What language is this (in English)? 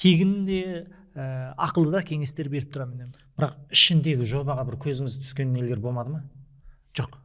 Kazakh